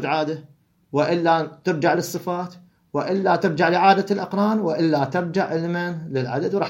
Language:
Mesopotamian Arabic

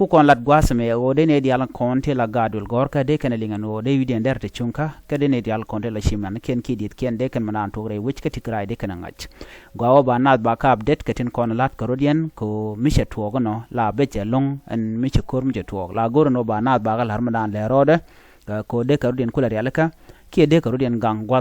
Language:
Nuer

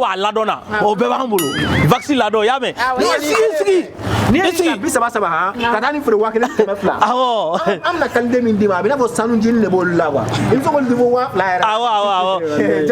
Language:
Bambara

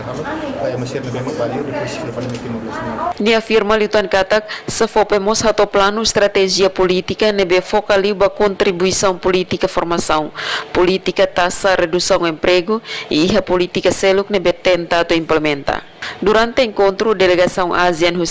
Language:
Tetum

